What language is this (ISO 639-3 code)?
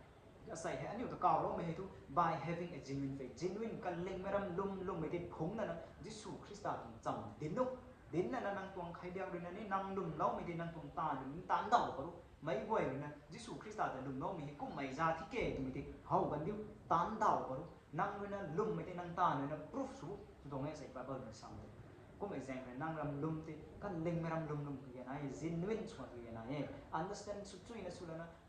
nbu